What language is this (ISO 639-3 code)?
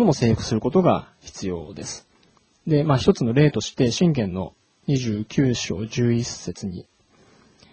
jpn